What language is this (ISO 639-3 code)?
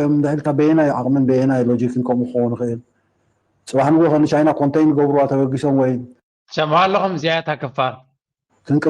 tir